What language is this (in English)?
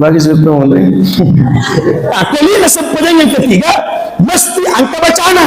Buginese